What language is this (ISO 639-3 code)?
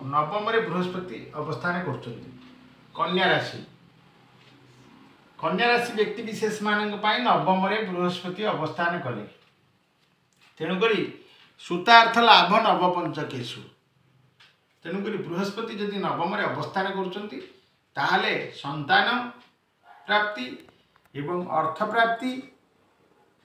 ori